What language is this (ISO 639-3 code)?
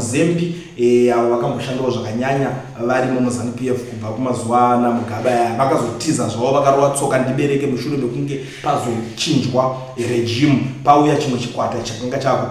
sna